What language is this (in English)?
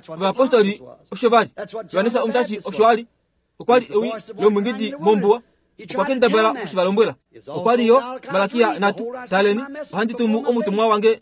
Kuanyama